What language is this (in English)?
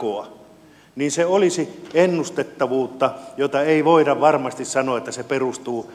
Finnish